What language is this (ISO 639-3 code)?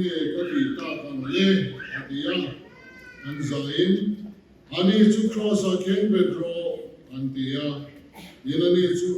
lus